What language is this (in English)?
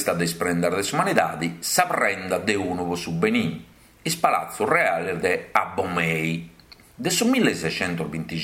Sardinian